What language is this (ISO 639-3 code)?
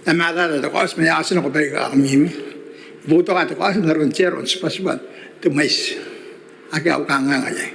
gil